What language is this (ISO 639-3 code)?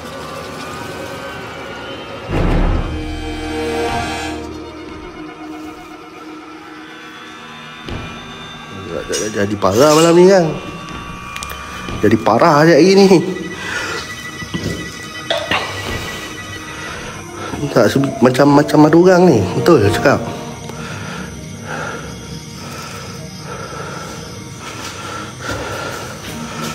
msa